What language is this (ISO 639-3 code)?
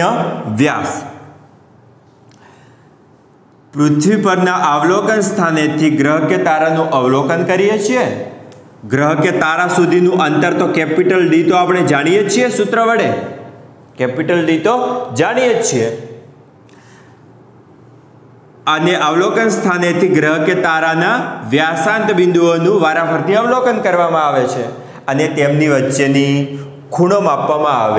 guj